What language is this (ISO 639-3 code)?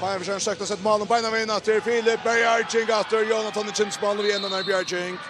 fao